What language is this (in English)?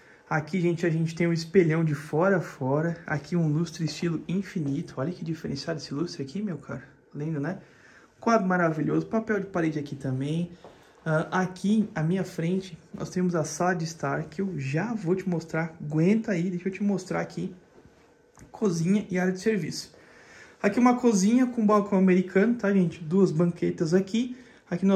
Portuguese